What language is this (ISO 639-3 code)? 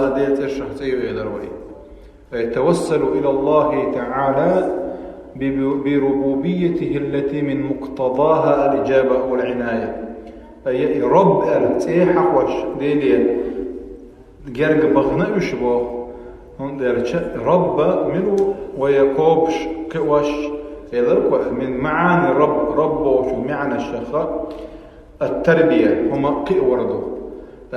che